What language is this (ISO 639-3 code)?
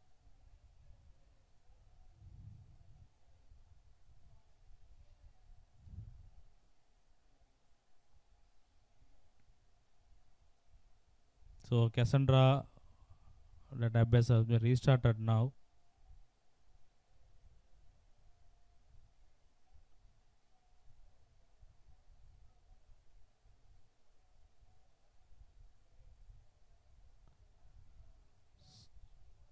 eng